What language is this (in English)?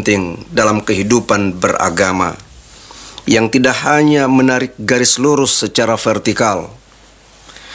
Indonesian